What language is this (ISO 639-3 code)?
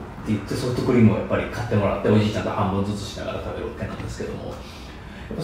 jpn